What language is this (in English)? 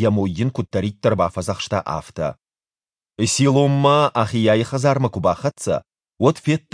Ossetic